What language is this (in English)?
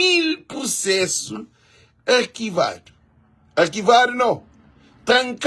Kabuverdianu